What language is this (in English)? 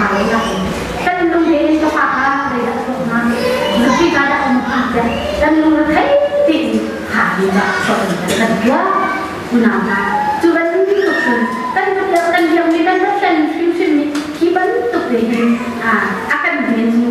Hakha Chin